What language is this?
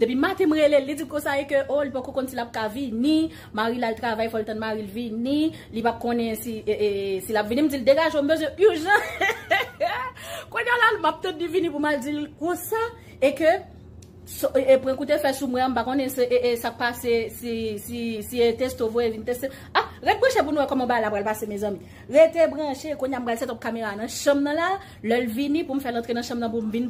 Haitian Creole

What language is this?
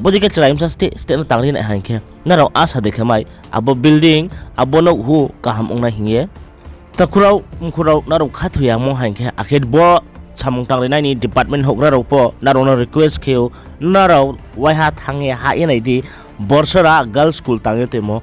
Riang (India)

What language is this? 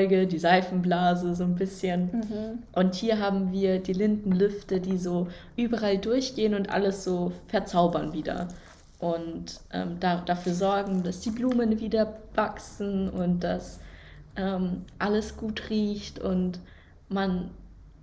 German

